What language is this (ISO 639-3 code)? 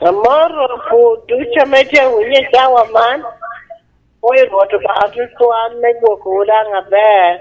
laj